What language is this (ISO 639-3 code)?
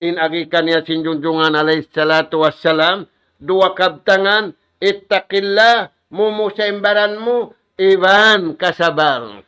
tsg